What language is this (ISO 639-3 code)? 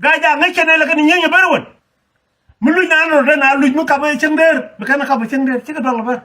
nus